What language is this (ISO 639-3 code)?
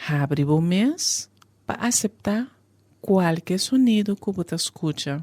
pap